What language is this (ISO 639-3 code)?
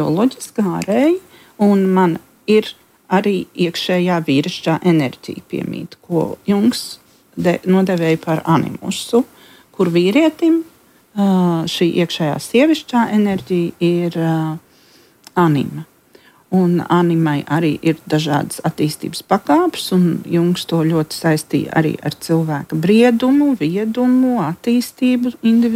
lav